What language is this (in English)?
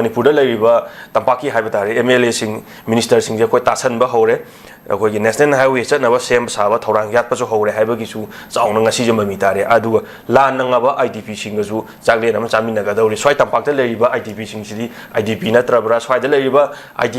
Manipuri